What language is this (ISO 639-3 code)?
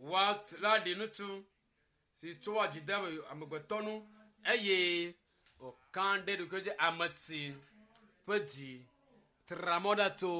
ewe